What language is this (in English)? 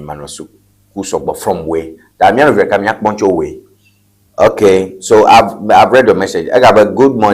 Ewe